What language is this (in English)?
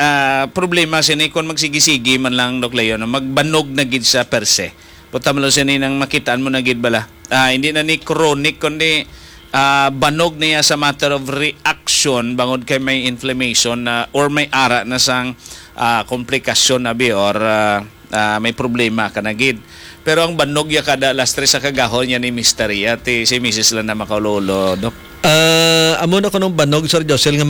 Hiligaynon